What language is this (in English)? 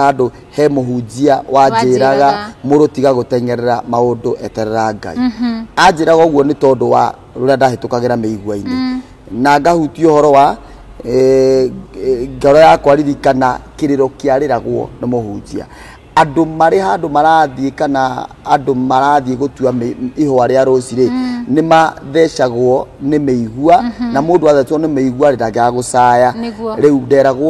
Kikuyu